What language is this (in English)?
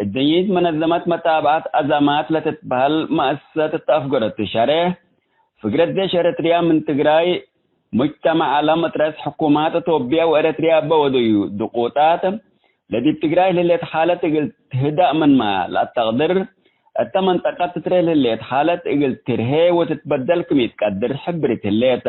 Tigre